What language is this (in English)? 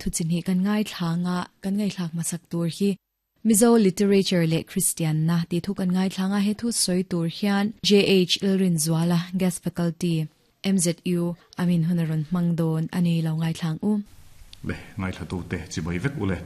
Mizo